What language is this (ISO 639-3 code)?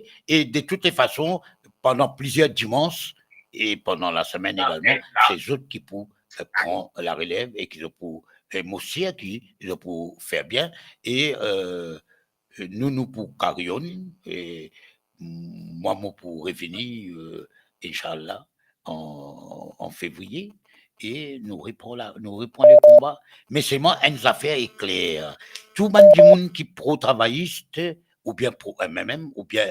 mfe